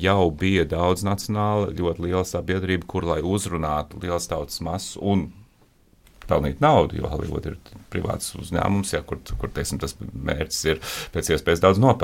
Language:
Latvian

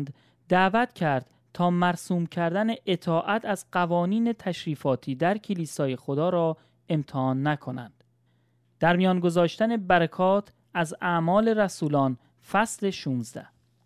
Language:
Persian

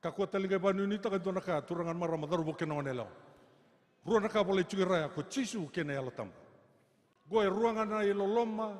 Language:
Fijian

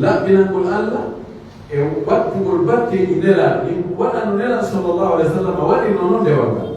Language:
Pular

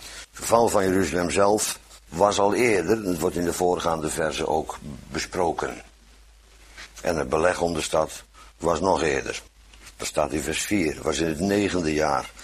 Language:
Dutch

